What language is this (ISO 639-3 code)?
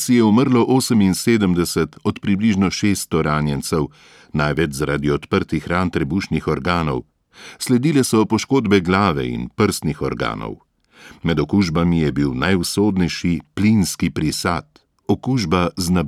slv